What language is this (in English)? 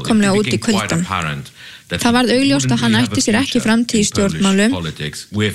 Icelandic